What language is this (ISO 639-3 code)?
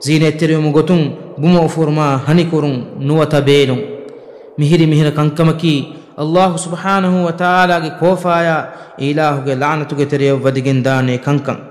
div